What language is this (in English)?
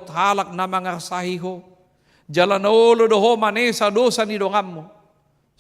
Batak Toba